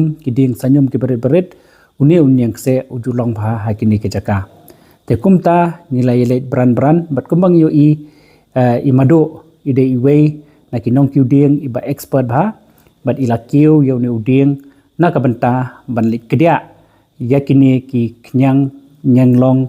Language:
Khasi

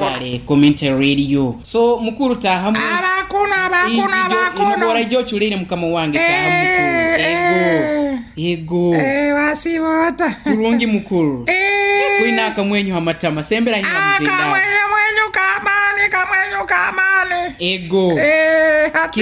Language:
Nyoro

